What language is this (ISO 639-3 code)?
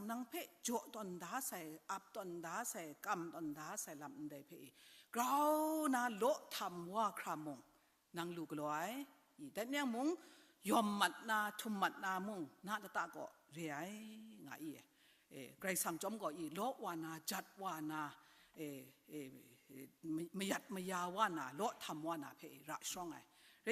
kac